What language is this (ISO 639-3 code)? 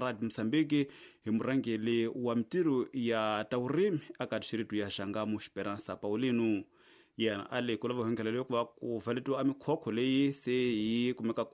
tso